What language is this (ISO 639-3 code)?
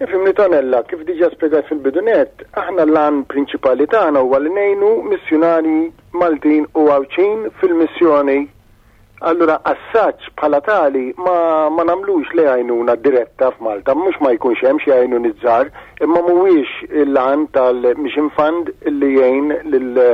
mlt